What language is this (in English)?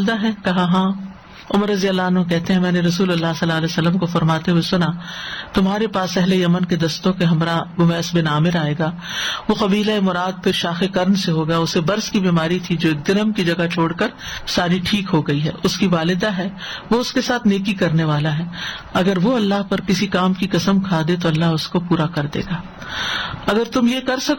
Urdu